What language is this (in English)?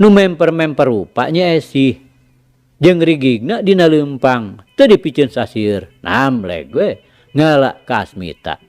Sundanese